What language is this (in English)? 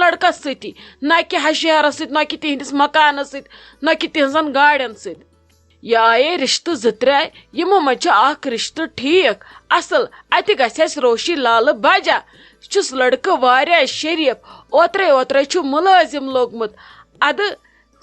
Kashmiri